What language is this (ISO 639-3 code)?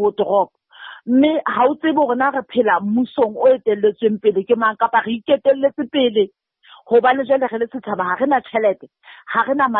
sot